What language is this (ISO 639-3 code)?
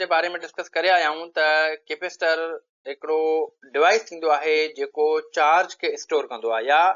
snd